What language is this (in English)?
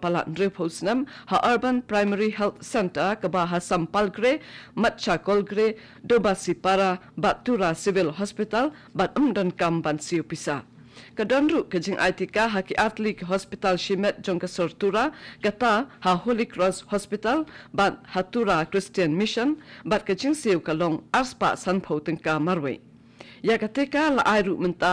Khasi